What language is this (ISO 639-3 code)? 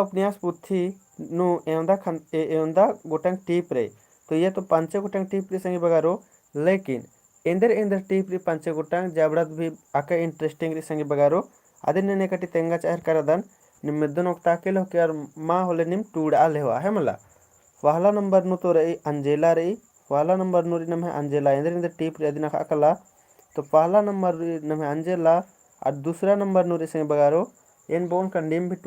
kru